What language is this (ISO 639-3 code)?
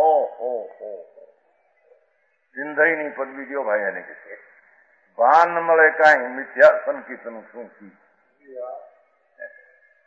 guj